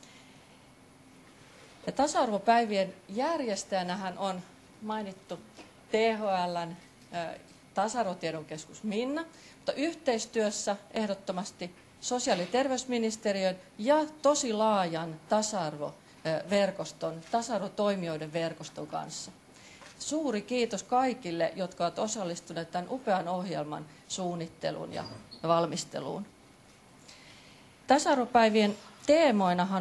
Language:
Finnish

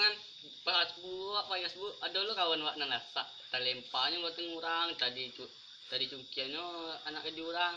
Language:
Minangkabau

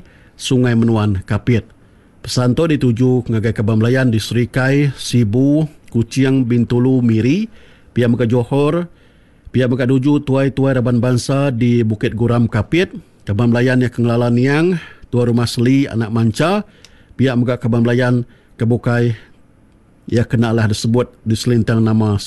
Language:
Iban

